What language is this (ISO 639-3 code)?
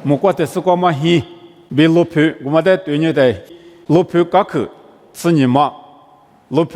lis